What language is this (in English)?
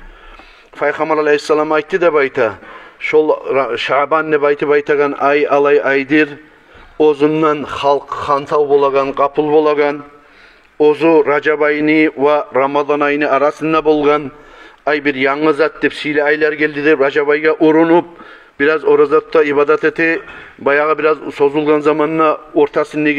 Kumyk